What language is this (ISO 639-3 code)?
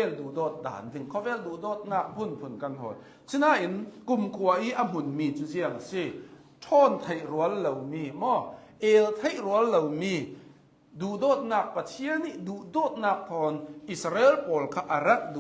cnh